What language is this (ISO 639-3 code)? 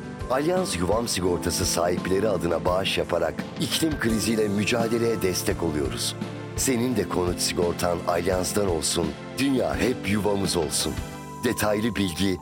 tur